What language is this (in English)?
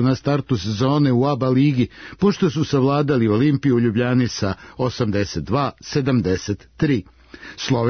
Serbian